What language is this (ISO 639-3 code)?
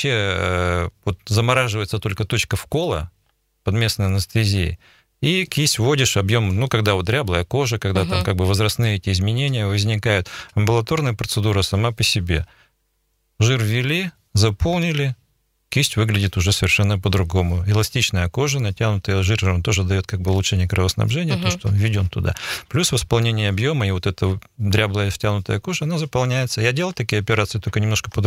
rus